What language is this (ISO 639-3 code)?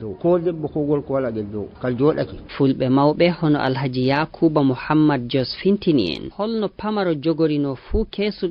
ful